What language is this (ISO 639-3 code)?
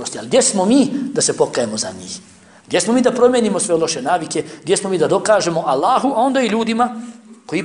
bos